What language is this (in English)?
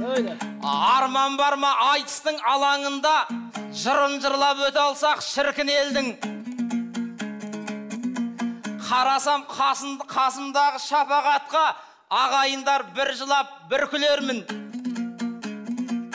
Kazakh